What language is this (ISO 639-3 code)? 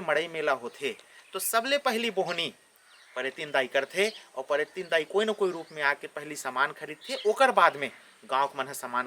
hne